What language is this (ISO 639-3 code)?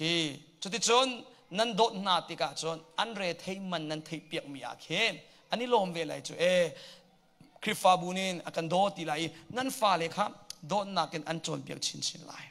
cnh